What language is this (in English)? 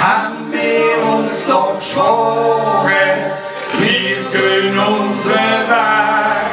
Swiss German